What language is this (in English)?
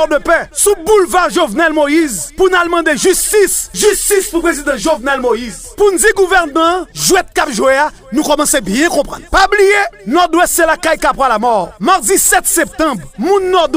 Haitian Creole